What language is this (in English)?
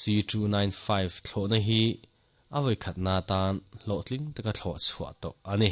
Mizo